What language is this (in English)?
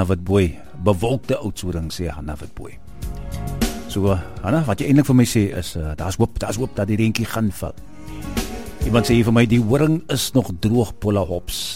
Afrikaans